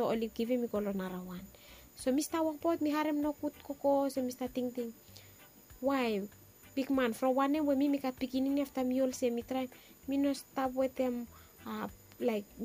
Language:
Bislama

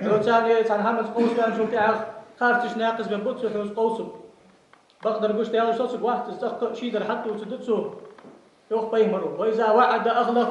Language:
Ingush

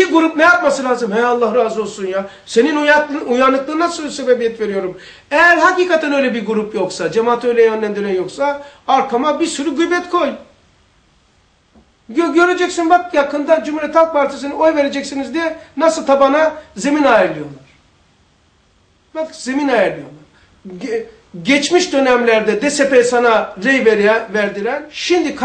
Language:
Turkish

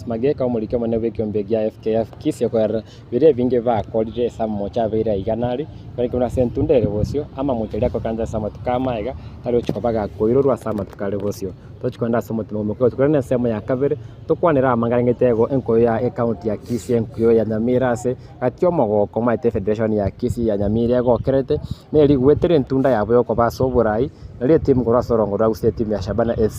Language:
Gusii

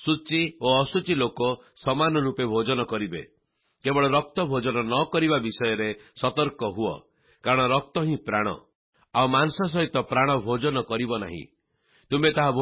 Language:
Odia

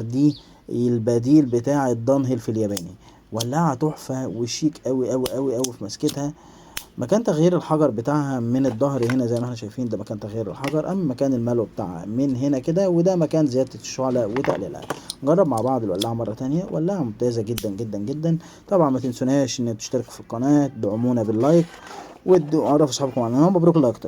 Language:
Egyptian Arabic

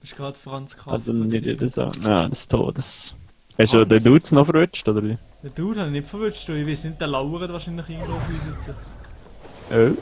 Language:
Swiss German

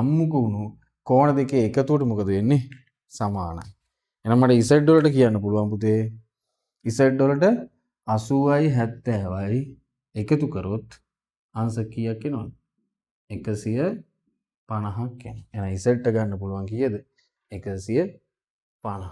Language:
Sinhala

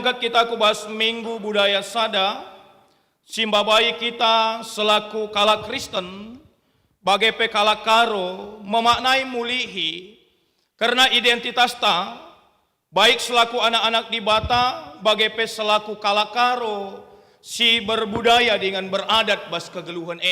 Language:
Batak Karo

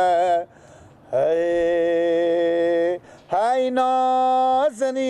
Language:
Persian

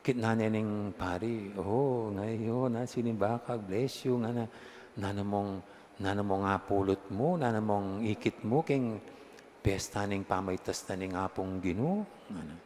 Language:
Pampanga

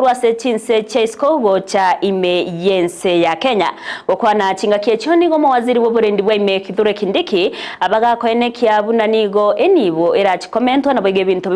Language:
Gusii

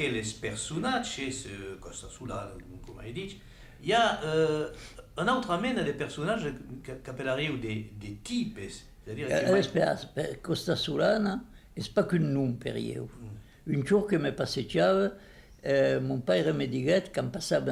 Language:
Occitan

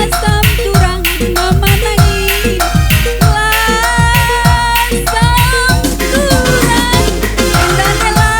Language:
Batak Karo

